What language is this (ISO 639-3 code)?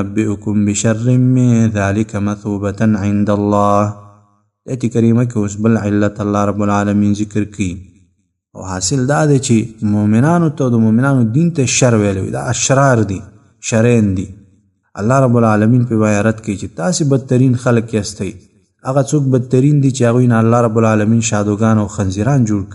pus